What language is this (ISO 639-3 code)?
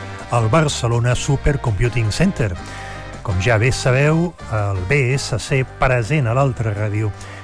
cat